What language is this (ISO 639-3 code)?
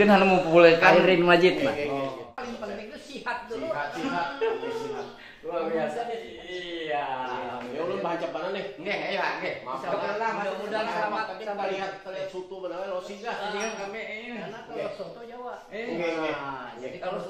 bjn